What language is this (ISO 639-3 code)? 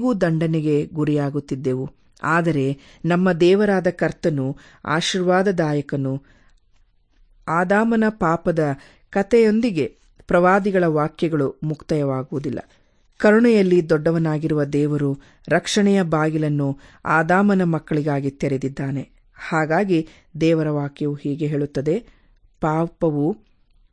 kan